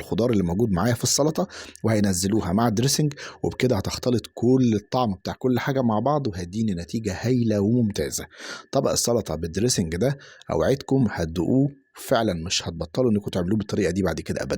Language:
Egyptian Arabic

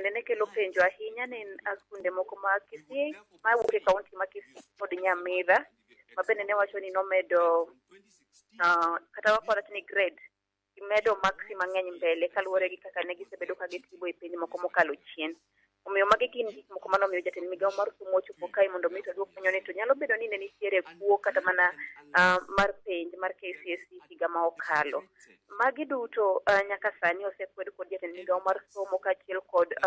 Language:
Luo (Kenya and Tanzania)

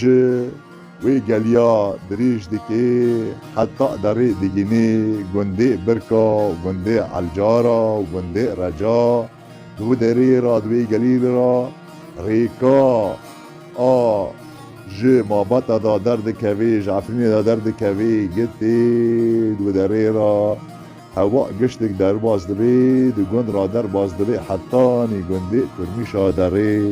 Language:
Kurdish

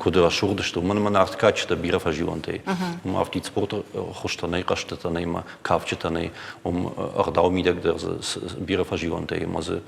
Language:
Ossetic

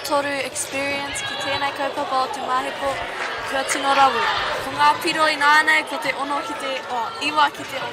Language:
Māori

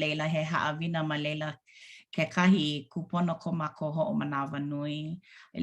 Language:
Hawaiian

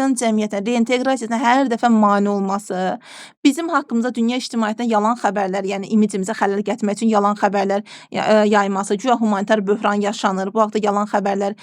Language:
Azerbaijani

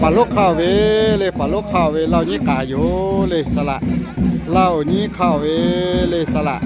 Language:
Lahu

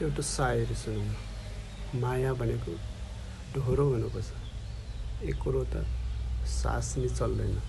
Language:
Nepali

